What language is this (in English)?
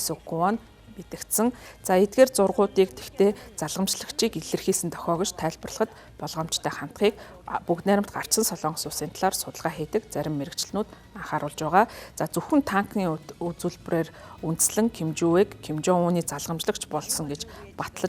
Mongolian